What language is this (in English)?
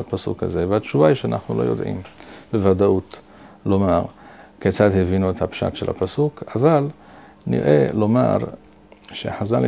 Hebrew